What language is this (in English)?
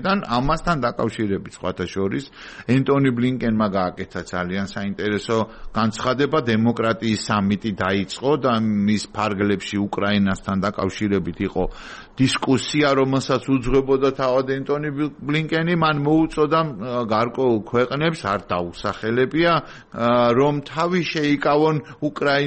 Georgian